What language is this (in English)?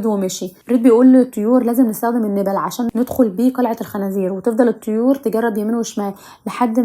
Egyptian Arabic